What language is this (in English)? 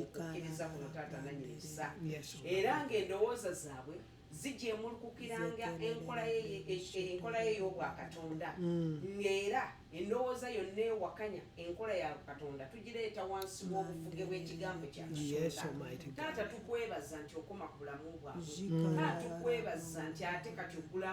Ganda